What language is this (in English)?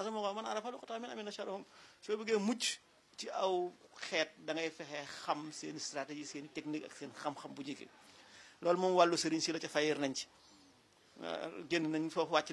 Wolof